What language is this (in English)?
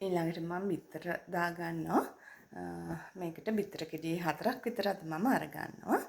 Sinhala